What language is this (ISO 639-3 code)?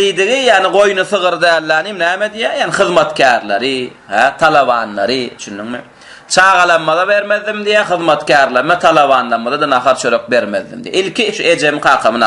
tuk